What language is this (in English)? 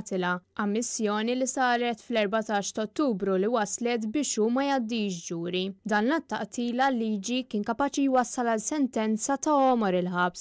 Maltese